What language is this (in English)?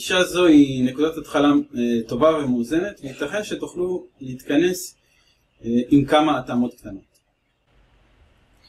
Hebrew